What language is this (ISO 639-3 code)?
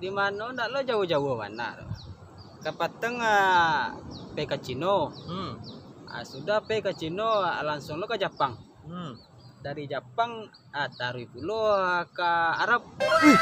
min